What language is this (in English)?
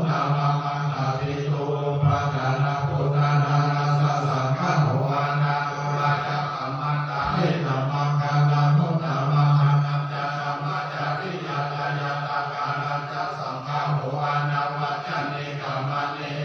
Pali